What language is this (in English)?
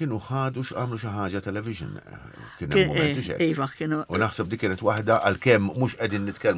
Maltese